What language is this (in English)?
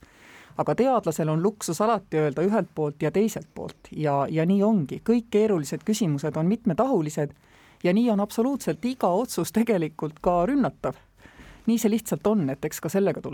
Estonian